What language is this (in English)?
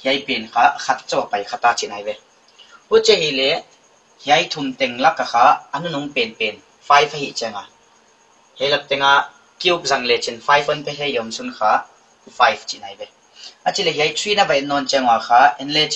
Paite Chin